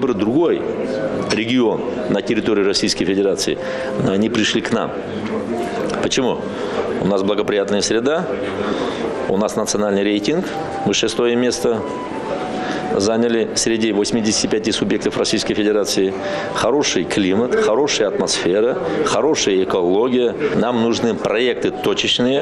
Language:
Russian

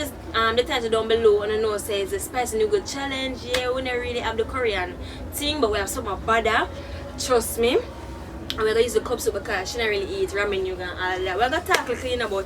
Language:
Jamaican Creole English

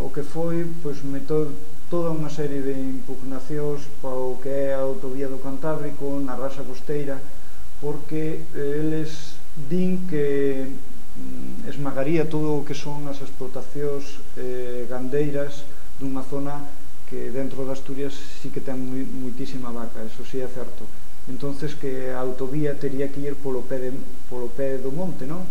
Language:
Galician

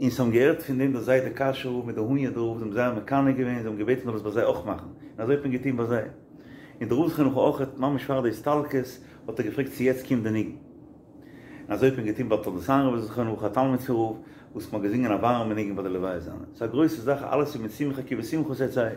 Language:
Yiddish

